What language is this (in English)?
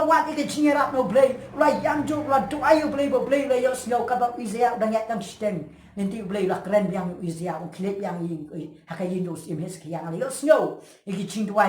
Khasi